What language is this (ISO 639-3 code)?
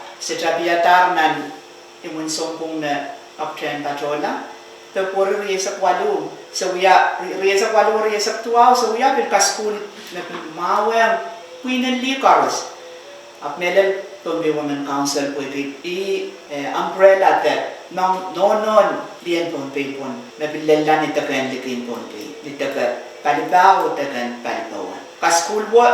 pon